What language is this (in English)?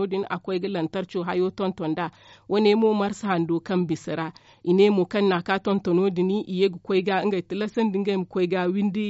Zarma